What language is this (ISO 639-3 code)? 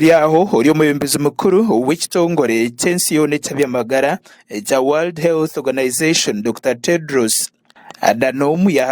nyn